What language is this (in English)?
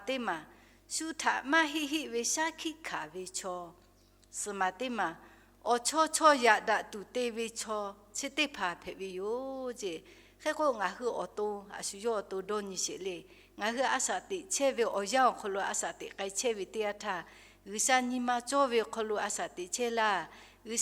Lahu